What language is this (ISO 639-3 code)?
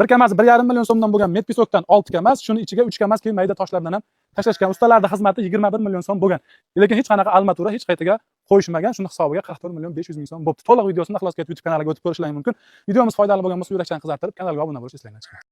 uzb